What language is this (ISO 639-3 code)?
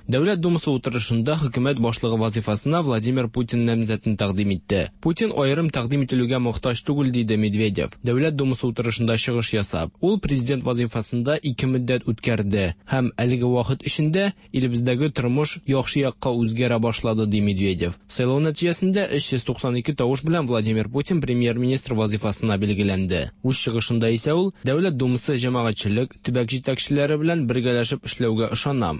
tat